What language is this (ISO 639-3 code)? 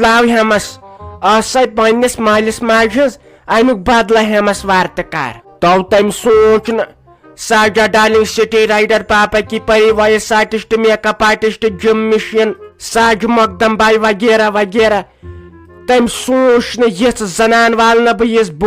kas